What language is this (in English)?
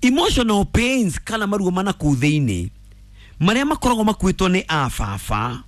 Kikuyu